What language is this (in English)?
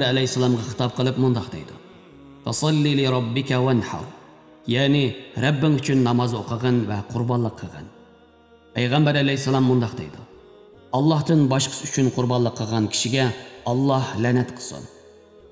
Uyghur